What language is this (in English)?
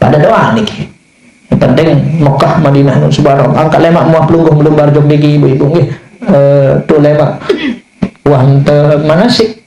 Sasak